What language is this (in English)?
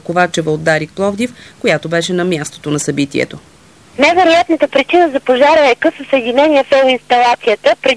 Bulgarian